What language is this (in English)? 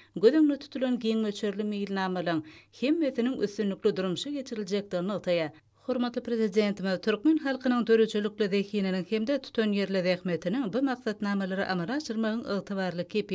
Turkmen